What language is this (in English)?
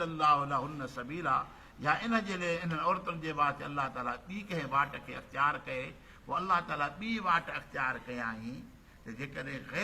Sindhi